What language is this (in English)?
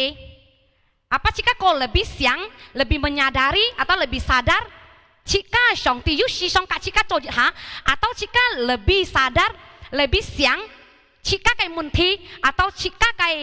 Hakka Chinese